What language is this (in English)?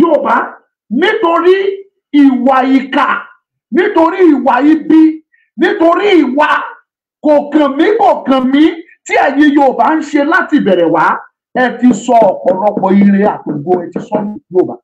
Yoruba